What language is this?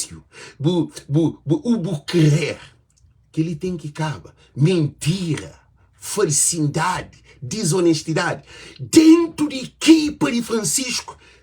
Kabuverdianu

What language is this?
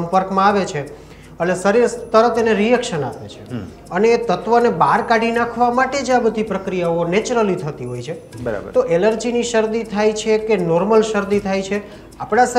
Gujarati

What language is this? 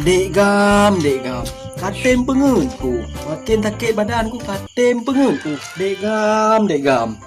Achinese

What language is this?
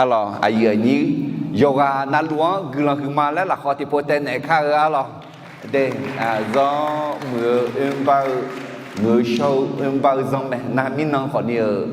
Akha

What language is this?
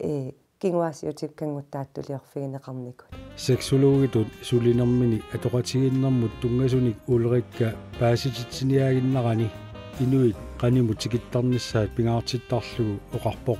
Kalaallisut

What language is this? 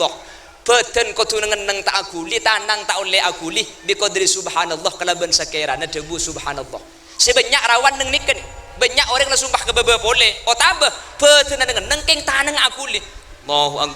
Madurese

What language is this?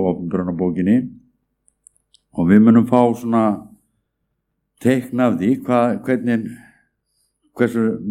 Icelandic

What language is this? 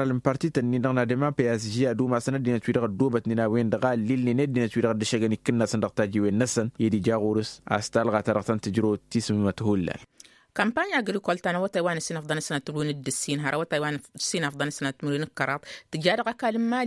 Tamasheq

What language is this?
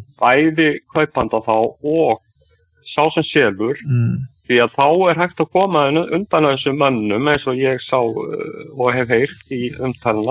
Icelandic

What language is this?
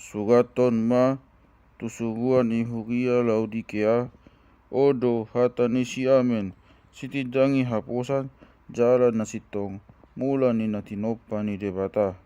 Batak Toba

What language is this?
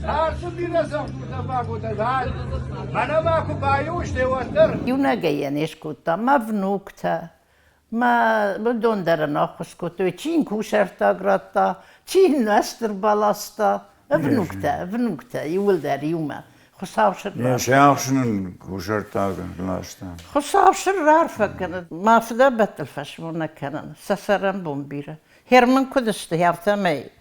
Ossetic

